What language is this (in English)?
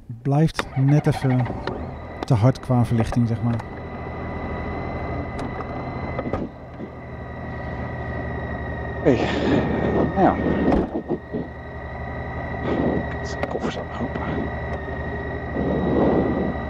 Dutch